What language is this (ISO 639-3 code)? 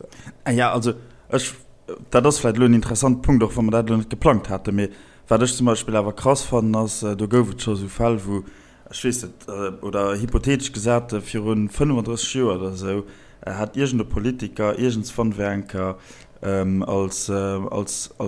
ltz